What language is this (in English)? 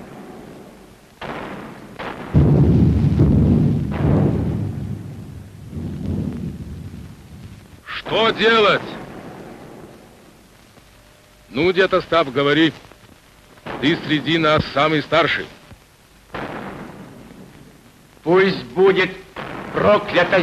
Russian